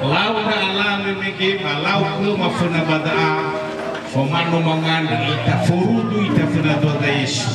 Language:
Nias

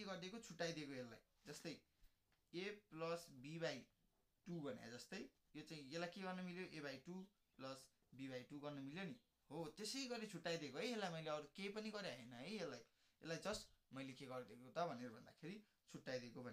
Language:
Nepali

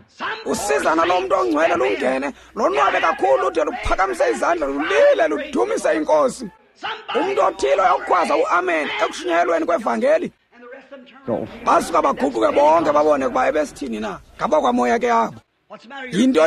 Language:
Xhosa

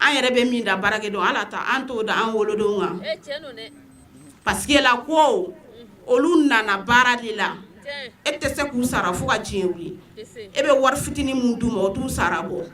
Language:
Bambara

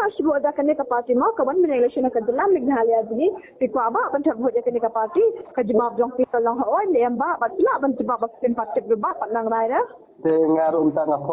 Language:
Khasi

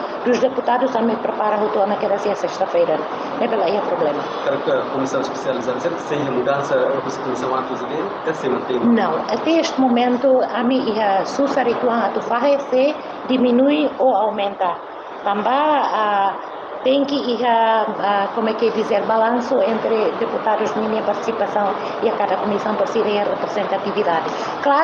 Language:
Tetum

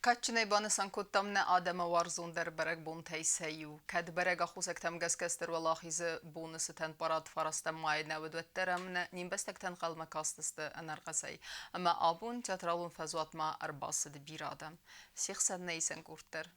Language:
Ossetic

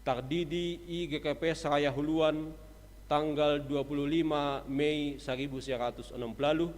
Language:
Batak Simalungun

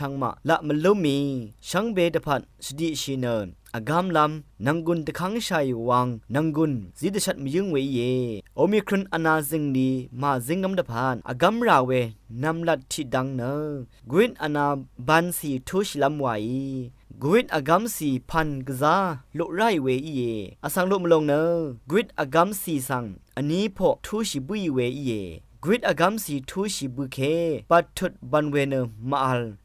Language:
Rawang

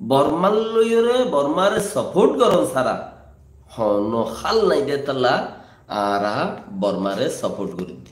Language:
Rohingya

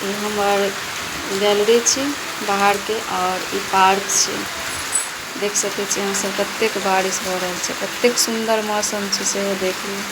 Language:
Maithili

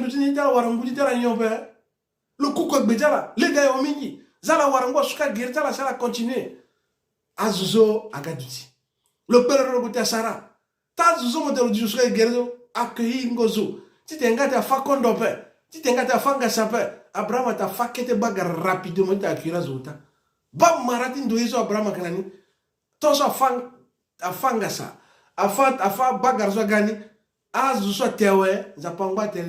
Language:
Sango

